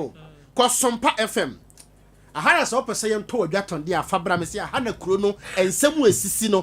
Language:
Akan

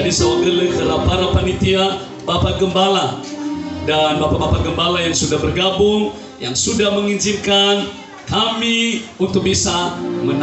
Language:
Nias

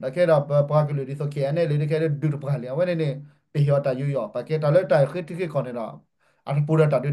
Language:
S'gaw Karen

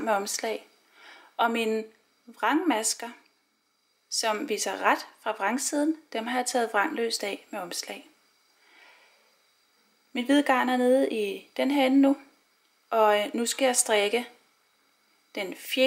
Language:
Danish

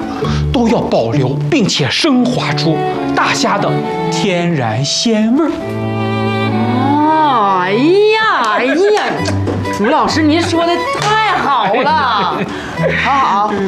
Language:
Chinese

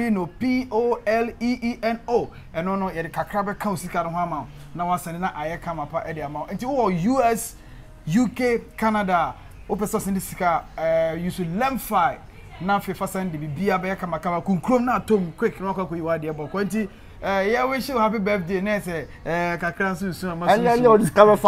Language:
Akan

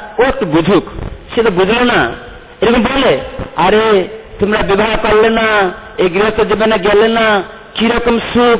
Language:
Bangla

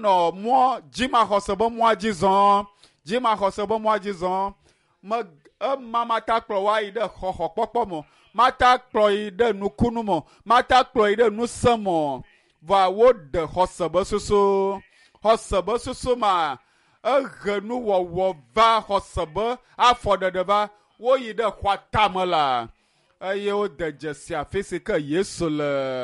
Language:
Ewe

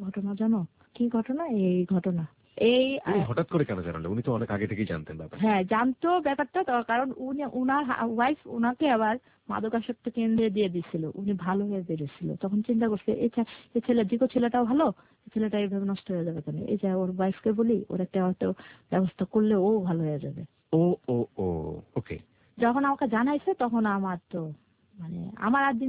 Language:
Bangla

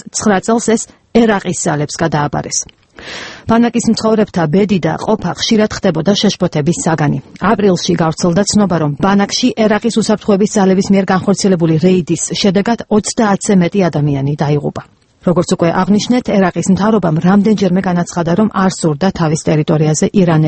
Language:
Georgian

